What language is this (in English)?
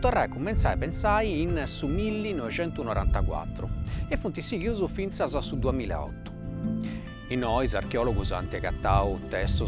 Sardinian